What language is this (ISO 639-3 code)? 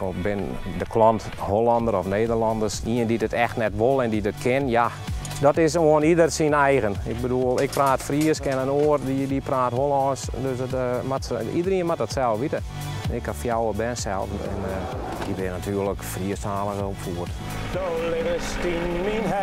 fry